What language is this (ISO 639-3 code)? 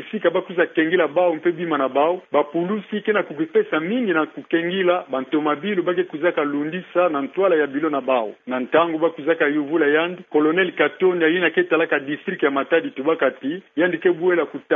ktu